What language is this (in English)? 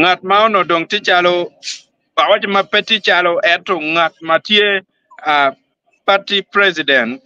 Acoli